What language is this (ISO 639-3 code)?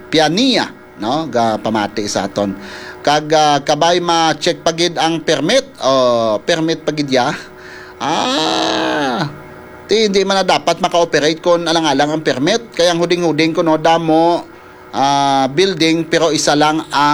hil